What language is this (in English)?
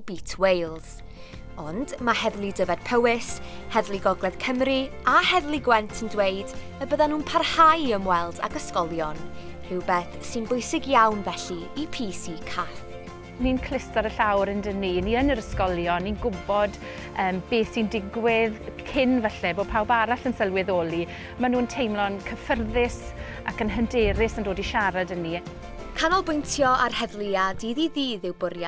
Welsh